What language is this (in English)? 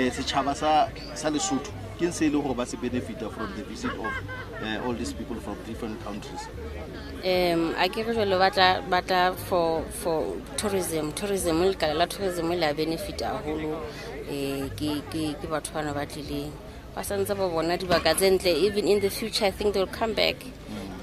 Southern Sotho